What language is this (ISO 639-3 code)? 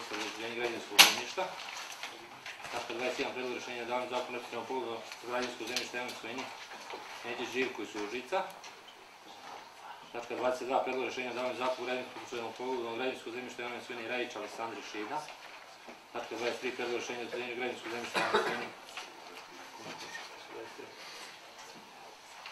srp